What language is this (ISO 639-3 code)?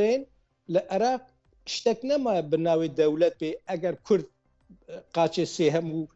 ckb